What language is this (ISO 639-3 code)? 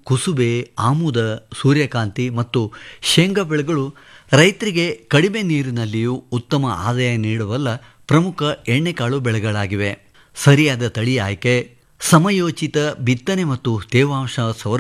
kan